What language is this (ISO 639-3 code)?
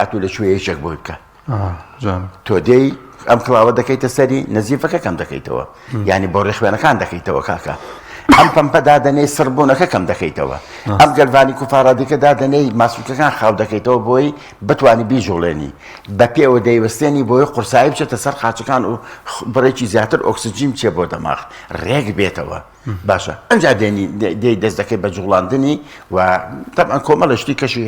ckb